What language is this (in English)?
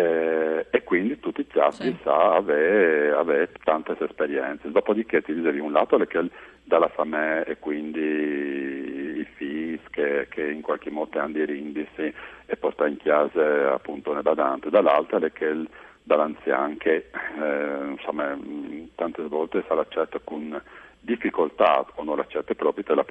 Friulian